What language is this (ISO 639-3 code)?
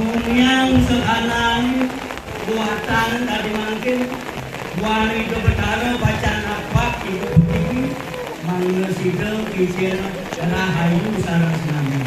ban